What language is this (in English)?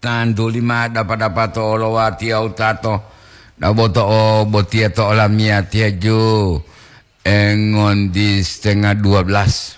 Gorontalo